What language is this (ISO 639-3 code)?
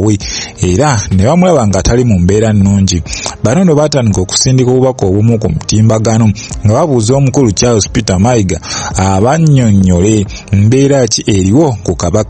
lug